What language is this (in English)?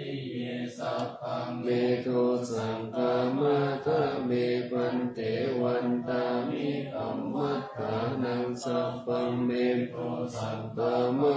Pali